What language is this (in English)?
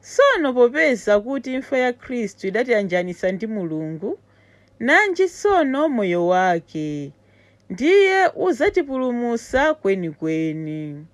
Nyanja